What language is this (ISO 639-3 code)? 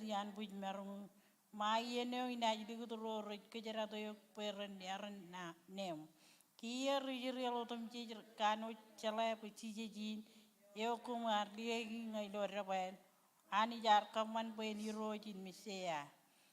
mah